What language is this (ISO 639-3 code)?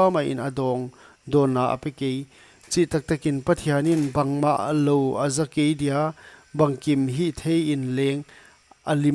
pck